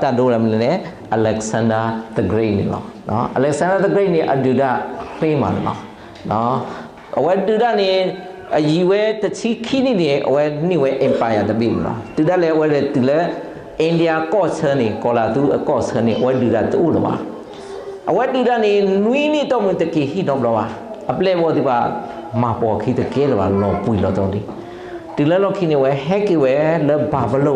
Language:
S'gaw Karen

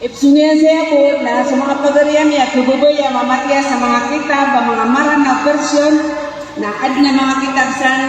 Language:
Maranao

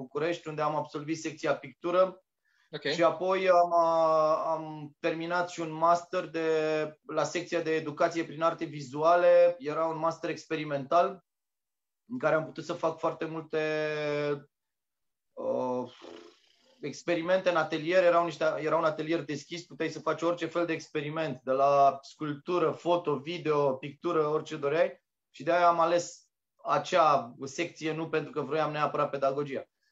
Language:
Romanian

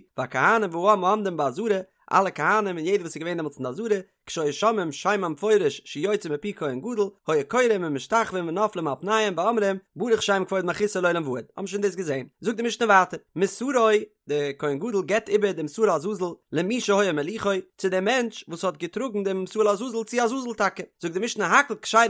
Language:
Yiddish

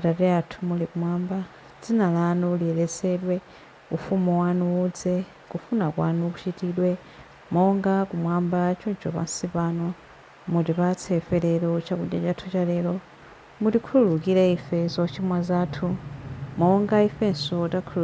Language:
Nyanja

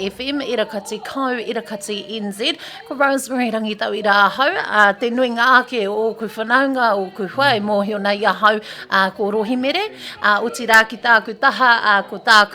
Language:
Māori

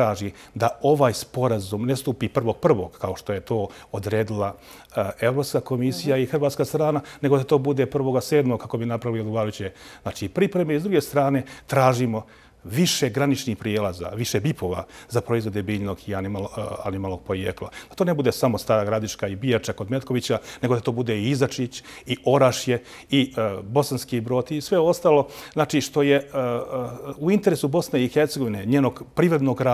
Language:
Croatian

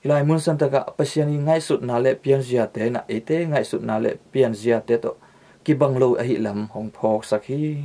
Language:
Tedim Chin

